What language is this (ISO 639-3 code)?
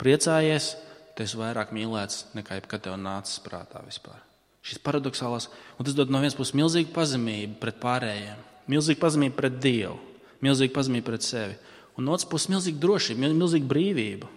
lav